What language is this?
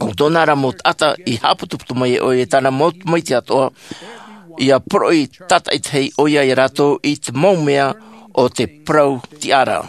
Tahitian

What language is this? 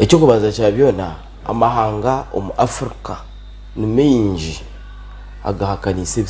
Nyankole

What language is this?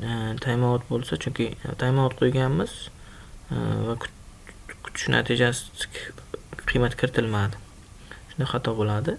Uzbek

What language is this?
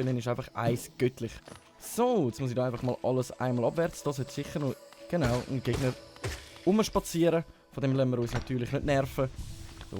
Swiss German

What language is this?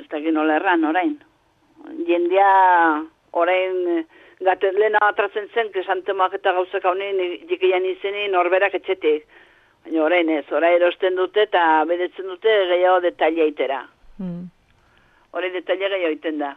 Basque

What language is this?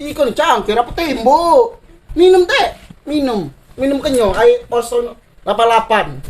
Musi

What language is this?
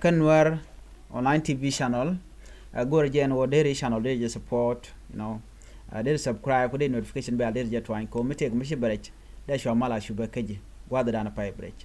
Nuer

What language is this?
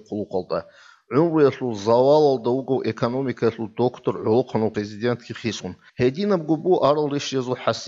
Avaric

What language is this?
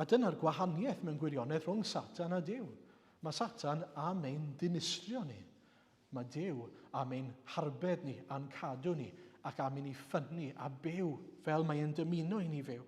Welsh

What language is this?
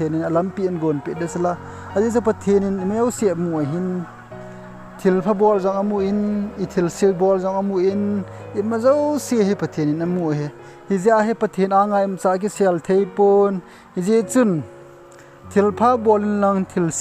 Thado Chin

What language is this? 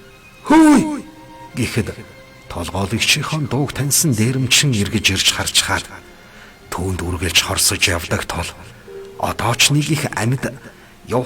Mongolian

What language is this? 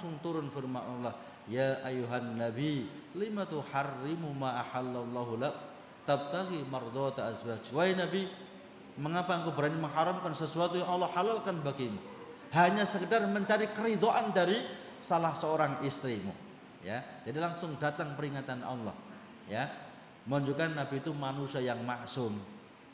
Indonesian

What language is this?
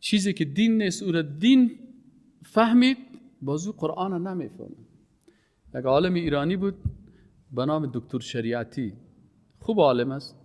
Persian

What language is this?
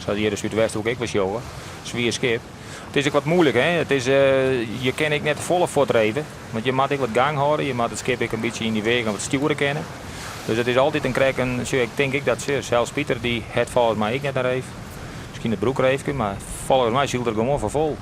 Western Frisian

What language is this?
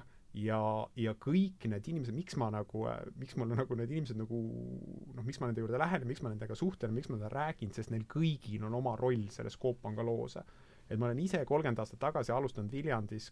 Estonian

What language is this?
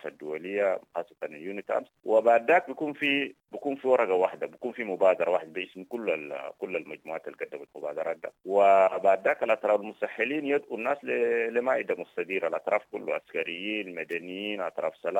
Sudanese Arabic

